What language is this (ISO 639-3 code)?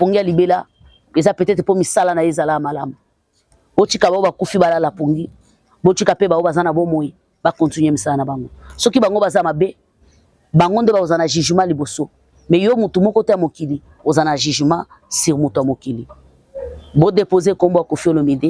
lin